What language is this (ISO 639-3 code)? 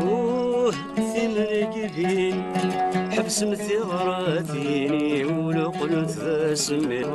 kab